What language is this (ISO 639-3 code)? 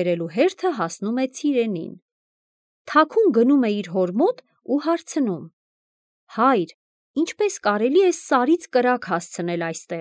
hye